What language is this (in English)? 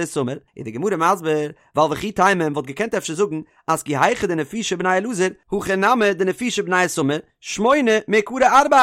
Yiddish